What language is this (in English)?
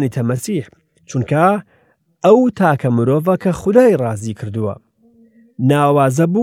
Central Kurdish